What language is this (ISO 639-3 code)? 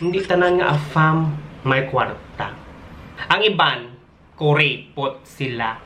hil